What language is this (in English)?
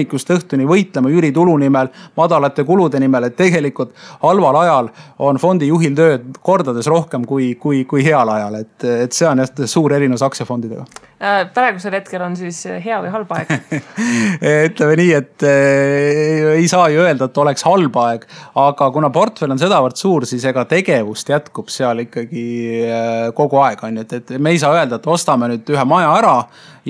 Estonian